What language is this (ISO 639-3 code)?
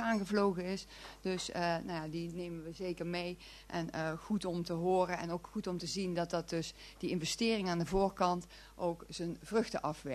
nld